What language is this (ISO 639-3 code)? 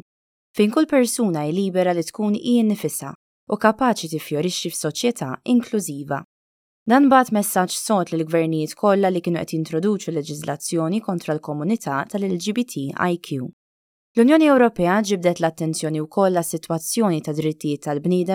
mlt